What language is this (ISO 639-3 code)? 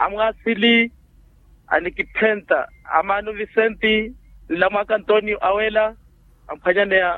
vmw